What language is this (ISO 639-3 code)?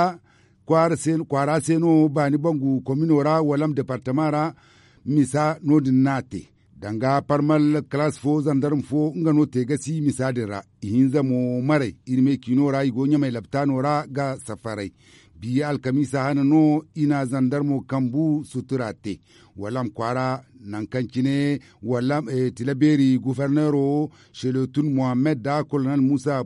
dje